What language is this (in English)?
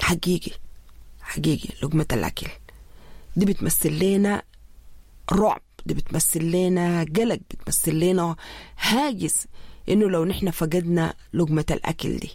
Sudanese Arabic